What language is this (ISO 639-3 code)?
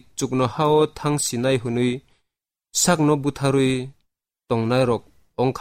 trp